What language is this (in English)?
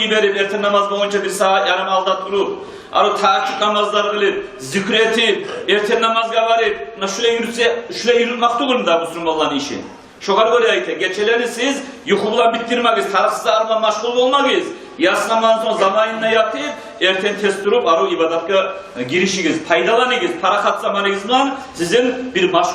Kumyk